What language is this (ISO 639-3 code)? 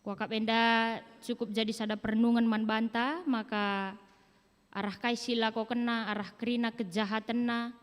btx